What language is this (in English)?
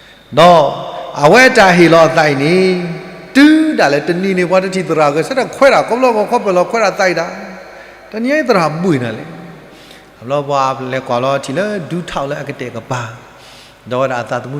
S'gaw Karen